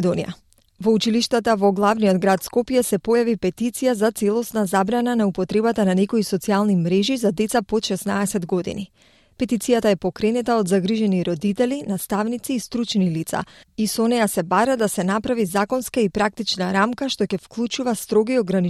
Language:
Macedonian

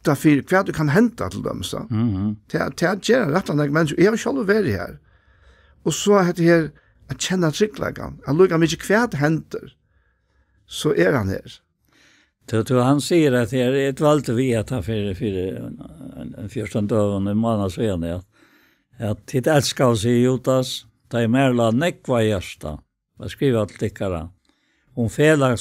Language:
Faroese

